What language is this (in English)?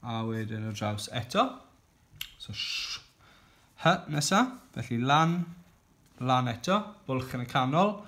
Welsh